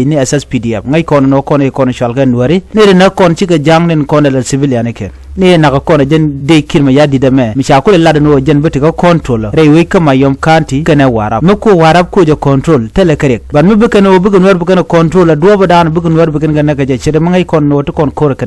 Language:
Nuer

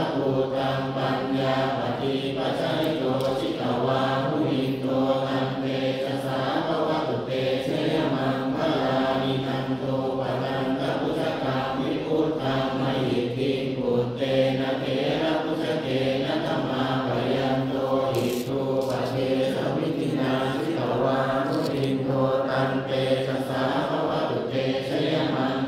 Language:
Pali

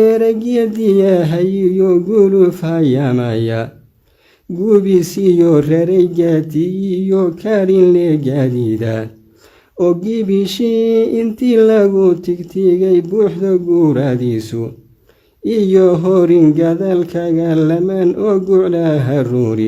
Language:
Somali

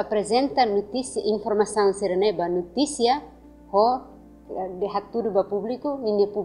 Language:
Tetum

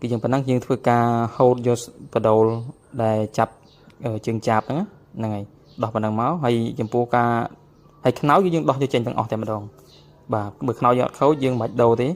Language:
Khmer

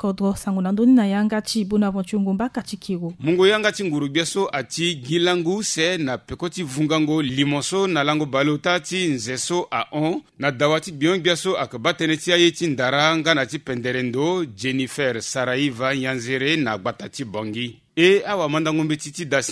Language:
Sango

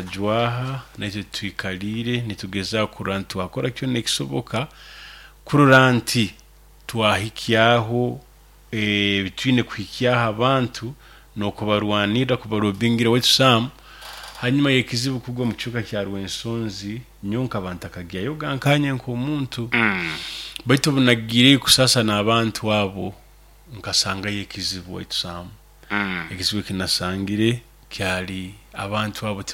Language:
Nyoro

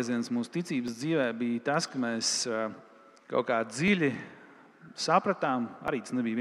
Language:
Latvian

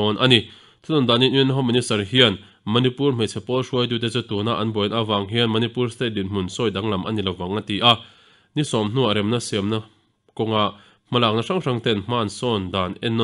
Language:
Mizo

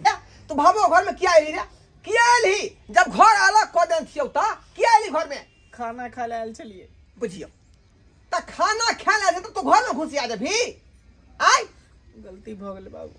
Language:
Maithili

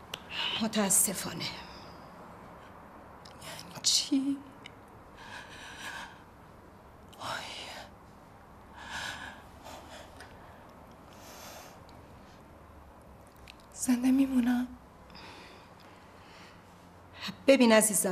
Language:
Persian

